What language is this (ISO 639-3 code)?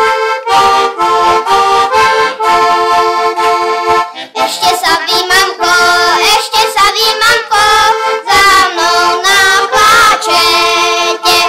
slk